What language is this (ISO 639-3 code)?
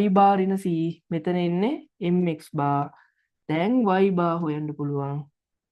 sin